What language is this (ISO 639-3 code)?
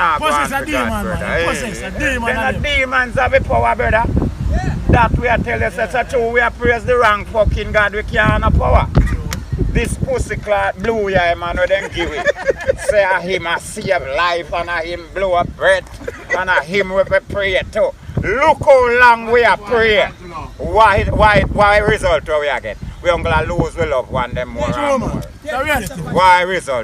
jam